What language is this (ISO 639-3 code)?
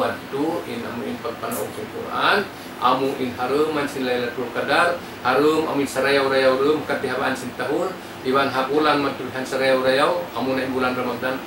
tsg